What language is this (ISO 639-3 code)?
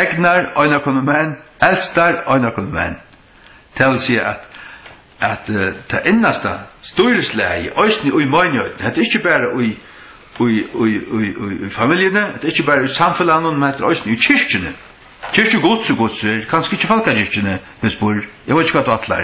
fao